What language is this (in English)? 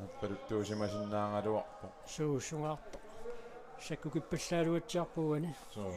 Kalaallisut